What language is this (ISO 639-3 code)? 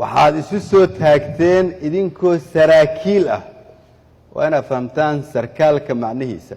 som